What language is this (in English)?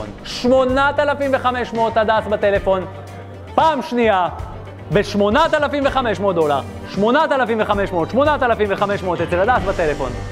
Hebrew